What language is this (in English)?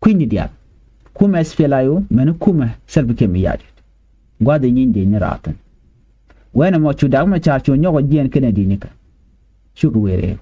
Nuer